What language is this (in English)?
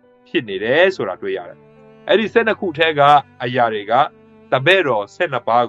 Burmese